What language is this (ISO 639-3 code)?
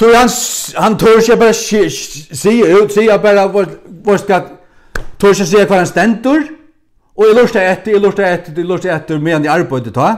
fao